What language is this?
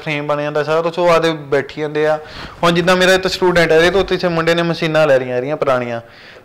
Punjabi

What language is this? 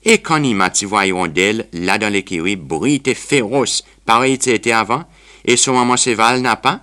Seselwa Creole French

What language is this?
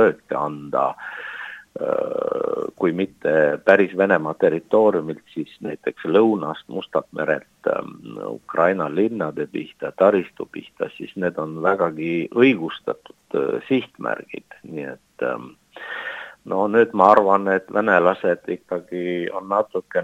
Estonian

